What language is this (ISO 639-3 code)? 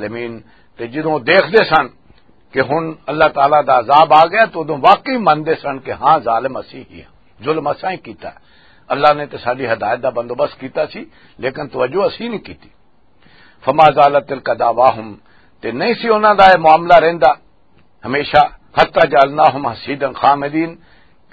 lah